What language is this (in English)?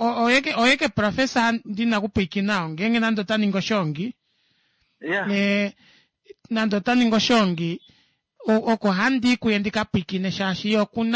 Kuanyama